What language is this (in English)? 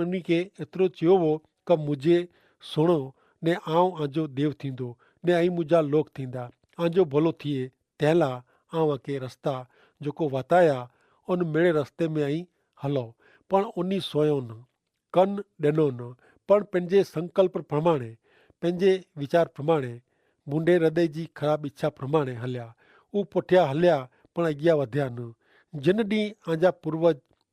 Kachhi